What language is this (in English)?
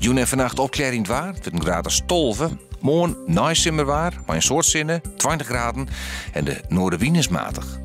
Western Frisian